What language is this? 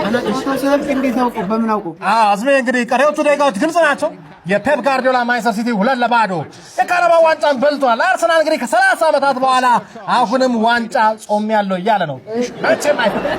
Amharic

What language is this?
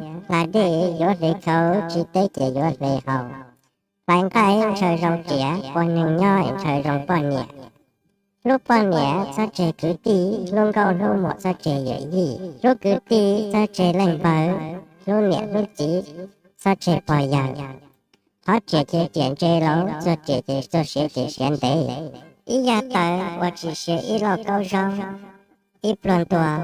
Hmong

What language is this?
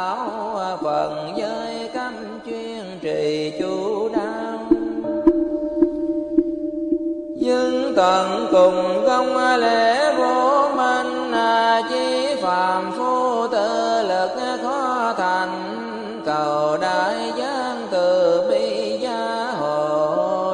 Vietnamese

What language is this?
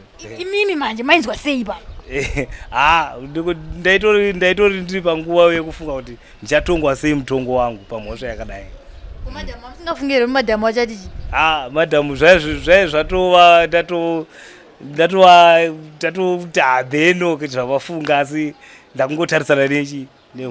Shona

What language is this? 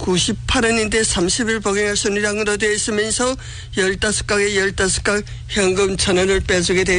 Korean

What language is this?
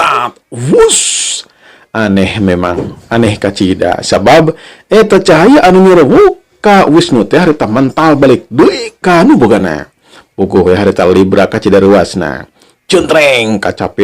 Sundanese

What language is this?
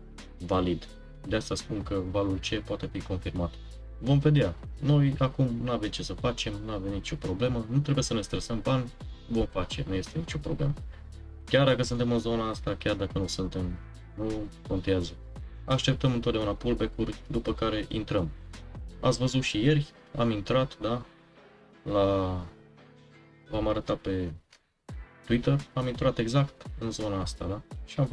Romanian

